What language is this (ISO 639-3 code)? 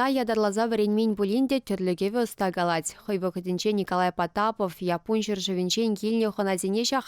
chv